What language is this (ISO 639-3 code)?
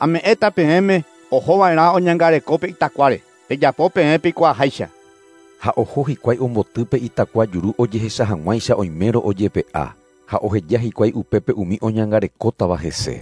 grn